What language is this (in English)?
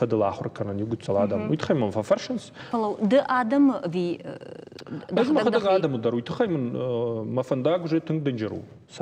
Ossetic